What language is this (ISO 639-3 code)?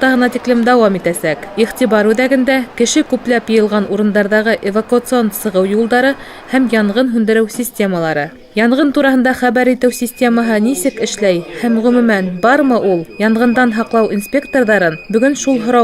bak